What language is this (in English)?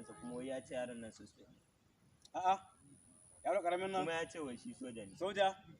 Hausa